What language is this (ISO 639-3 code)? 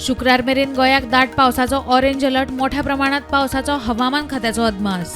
kok